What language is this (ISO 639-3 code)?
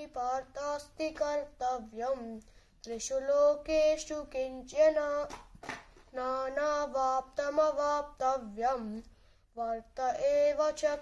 san